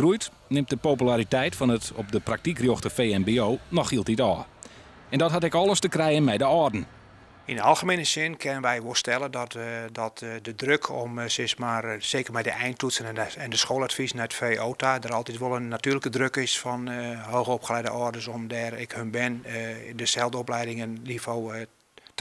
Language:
Western Frisian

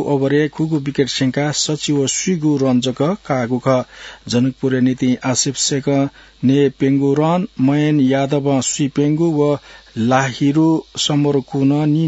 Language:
Newari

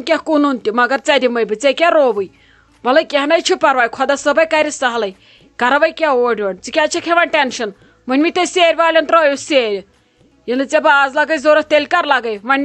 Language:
Kashmiri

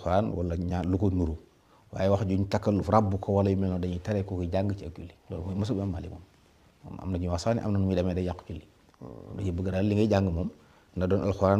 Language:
Wolof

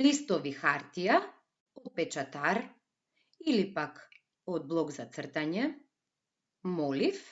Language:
Macedonian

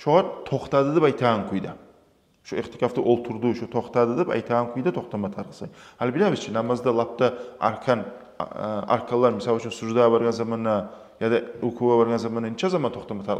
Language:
Kumyk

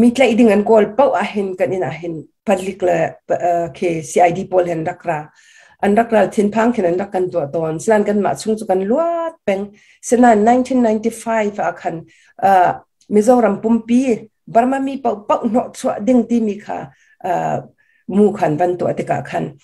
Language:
Hakha Chin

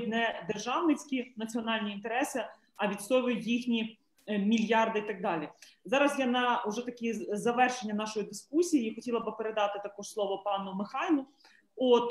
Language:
Ukrainian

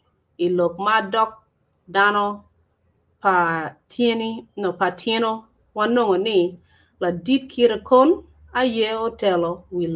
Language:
Acoli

